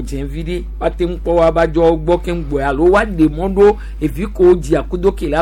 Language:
Gen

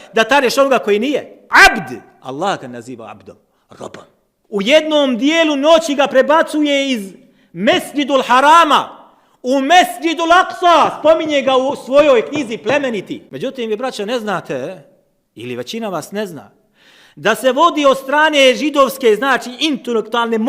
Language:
Bosnian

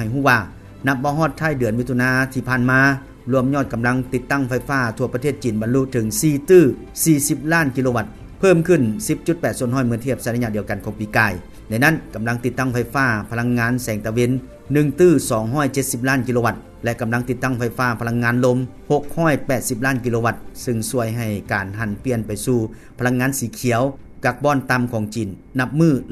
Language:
Lao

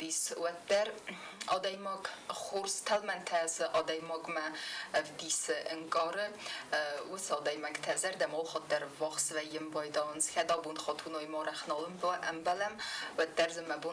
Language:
Ossetic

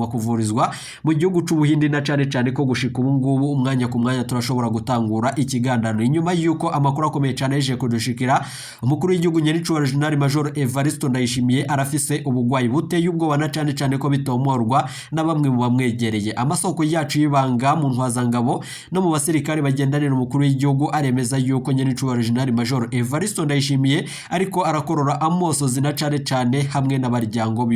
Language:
Rundi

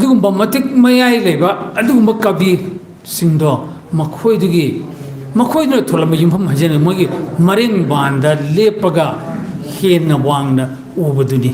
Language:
Manipuri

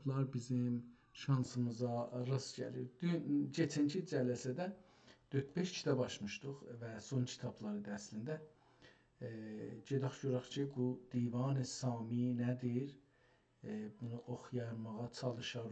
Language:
South Azerbaijani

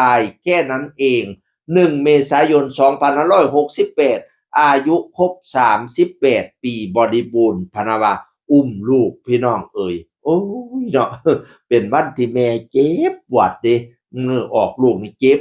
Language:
Northeastern Thai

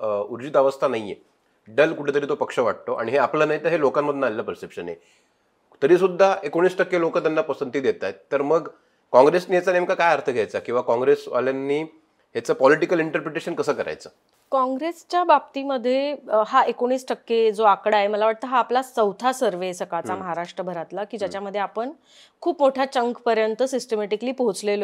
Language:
Marathi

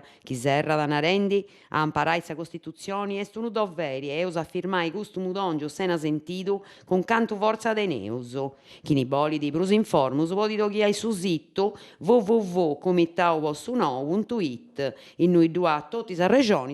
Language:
Sardinian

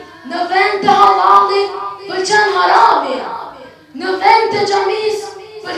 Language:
Albanian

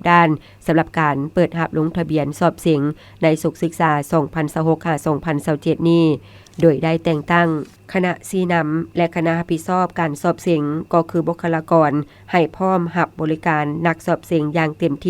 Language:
Lao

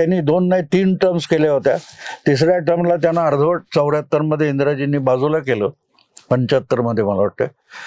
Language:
Marathi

